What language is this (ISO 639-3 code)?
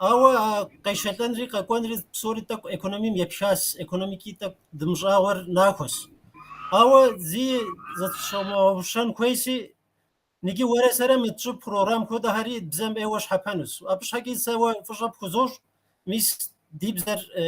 kbd